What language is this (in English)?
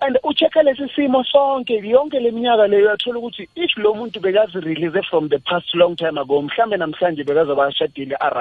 South Ndebele